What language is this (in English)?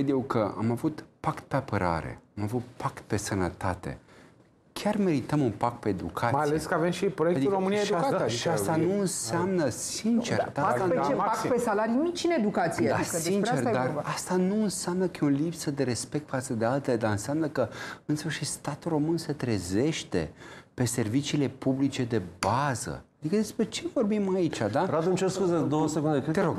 Romanian